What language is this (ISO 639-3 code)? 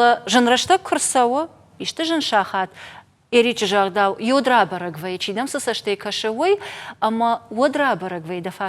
oss